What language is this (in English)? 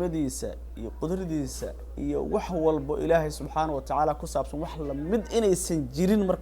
Somali